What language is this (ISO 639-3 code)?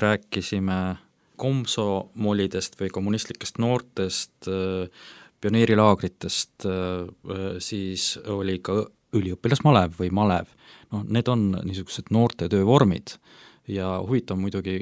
est